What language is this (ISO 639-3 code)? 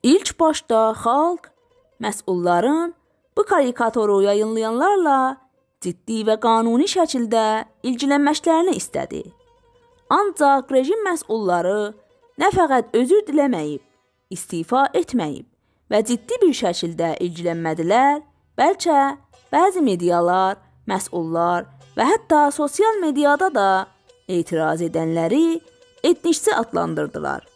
azb